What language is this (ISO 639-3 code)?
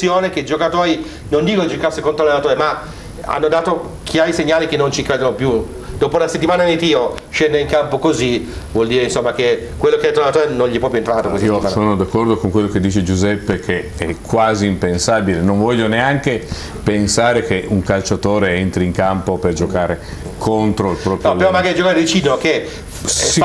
ita